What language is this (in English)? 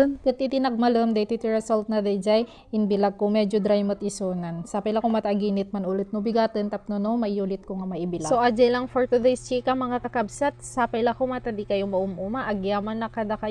Iloko